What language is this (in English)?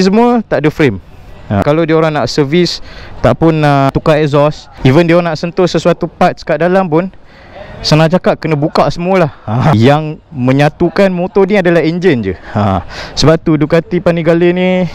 Malay